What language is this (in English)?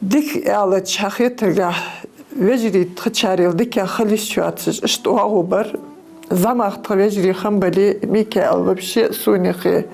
Ingush